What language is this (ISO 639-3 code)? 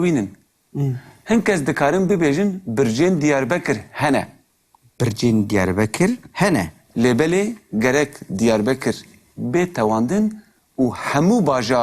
kur